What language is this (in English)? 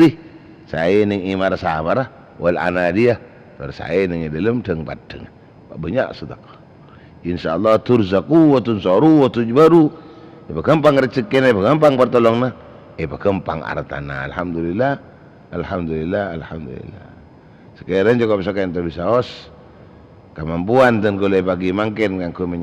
Madurese